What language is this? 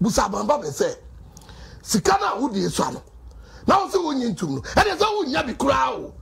Akan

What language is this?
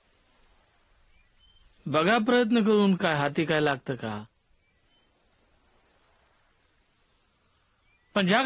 Marathi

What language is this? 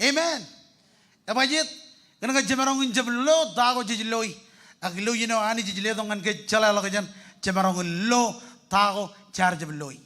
Marshallese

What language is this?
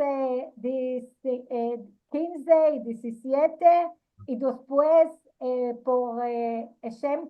Ladino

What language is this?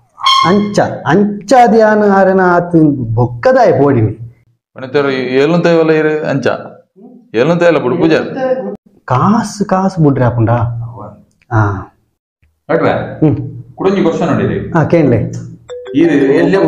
Tulu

